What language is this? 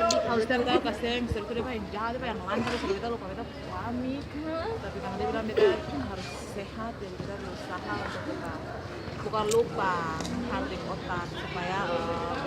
Ambonese Malay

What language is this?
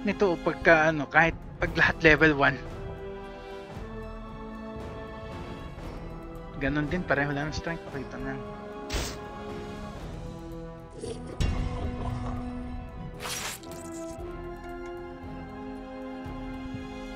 Filipino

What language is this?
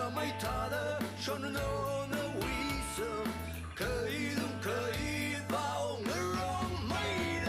Tangkhul Naga (India)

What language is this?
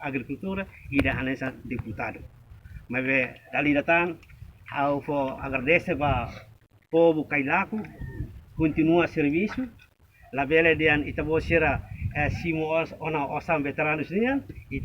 Tetum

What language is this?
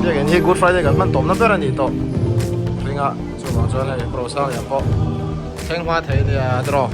Mizo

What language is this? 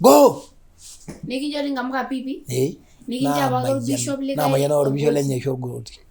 Masai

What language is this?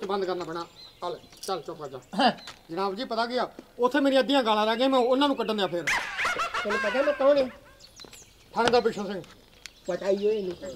Punjabi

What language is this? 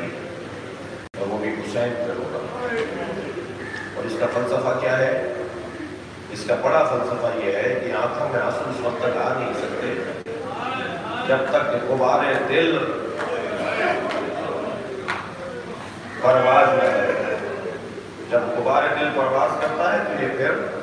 Urdu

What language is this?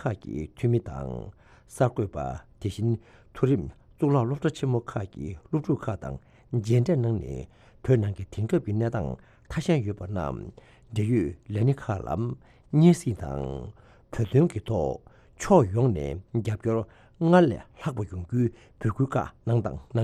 Tibetan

